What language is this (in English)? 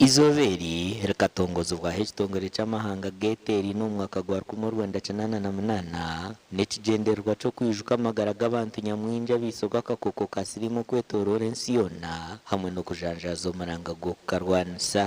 Nyankole